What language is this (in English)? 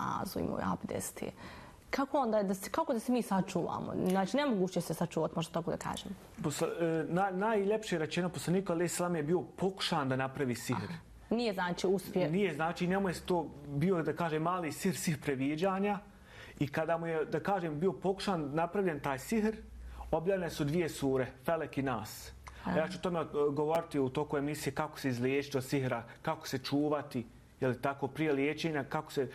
Bosnian